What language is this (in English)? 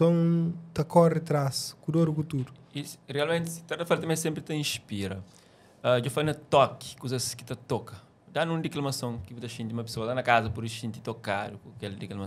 Kabuverdianu